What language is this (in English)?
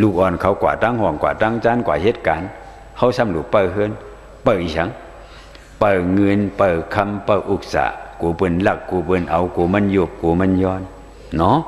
Shan